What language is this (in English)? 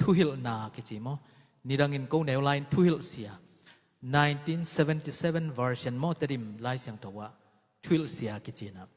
Tedim Chin